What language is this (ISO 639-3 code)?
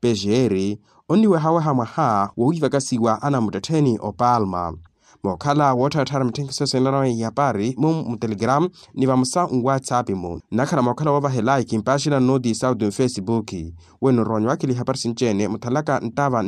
vmw